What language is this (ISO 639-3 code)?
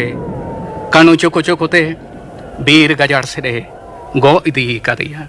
sat